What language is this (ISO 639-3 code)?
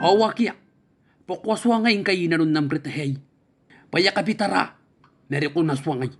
gil